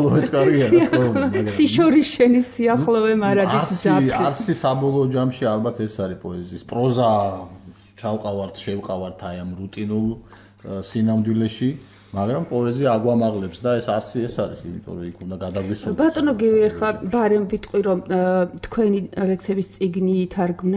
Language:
Georgian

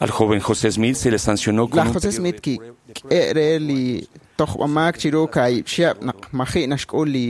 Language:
Kekchí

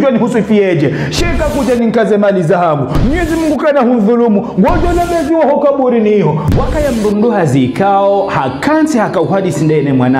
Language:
Ngazidja Comorian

